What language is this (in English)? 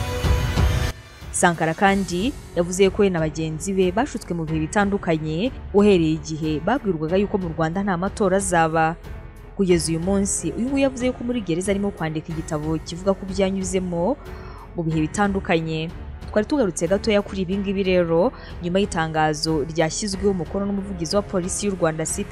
Kinyarwanda